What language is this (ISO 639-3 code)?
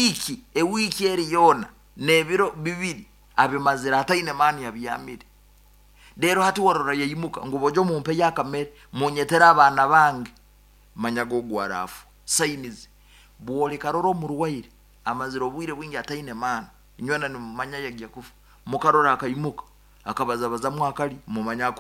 nyn